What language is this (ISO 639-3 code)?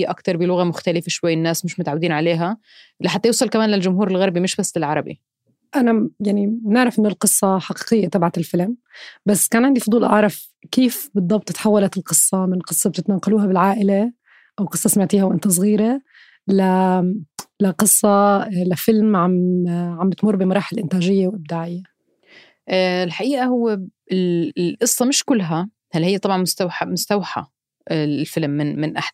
apc